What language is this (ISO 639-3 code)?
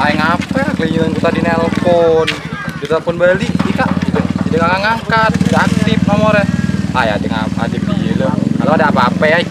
mui